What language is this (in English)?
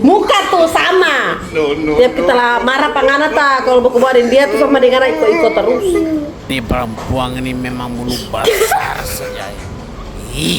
Manado Malay